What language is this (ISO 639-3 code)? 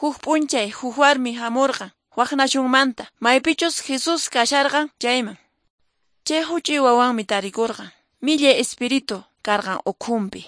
que